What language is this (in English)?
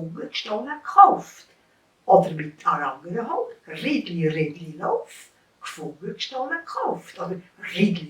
Swiss German